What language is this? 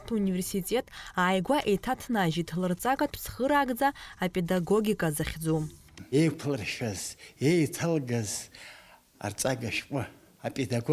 Abkhazian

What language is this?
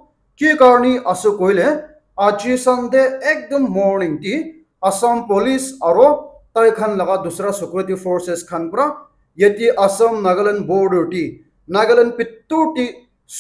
Naga Pidgin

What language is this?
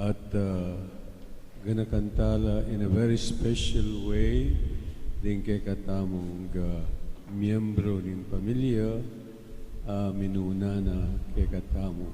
Pampanga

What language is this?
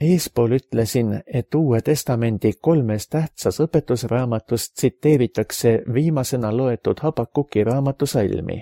Estonian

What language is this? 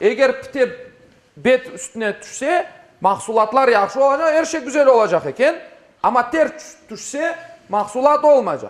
Crimean Tatar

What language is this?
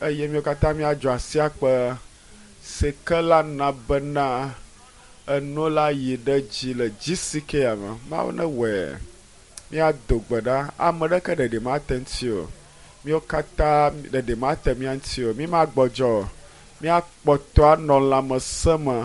Ewe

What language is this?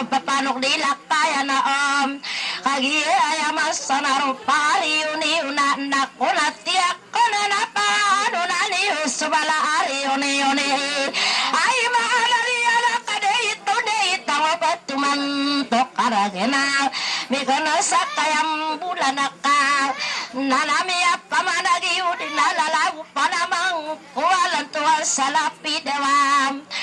Maranao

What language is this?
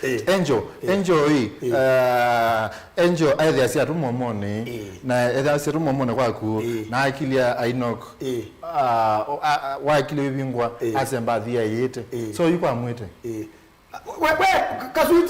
Kamba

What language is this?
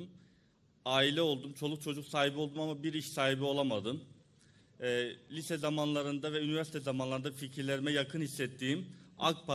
Turkish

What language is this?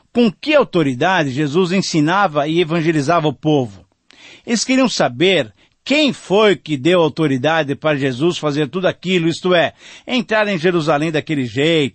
Portuguese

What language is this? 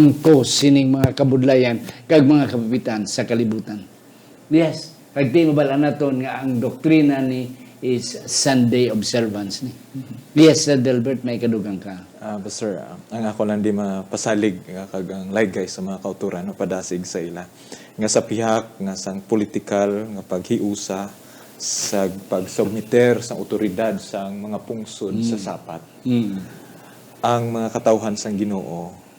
Hiligaynon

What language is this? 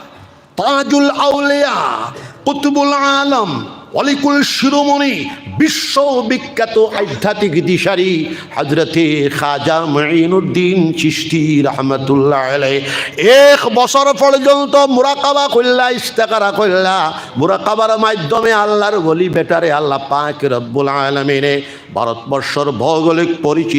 Sylheti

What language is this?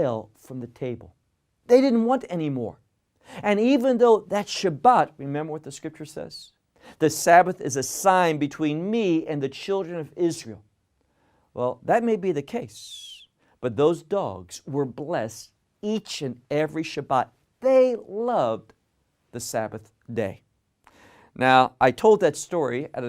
English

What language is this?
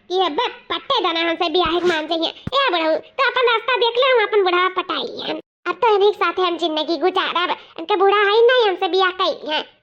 Awadhi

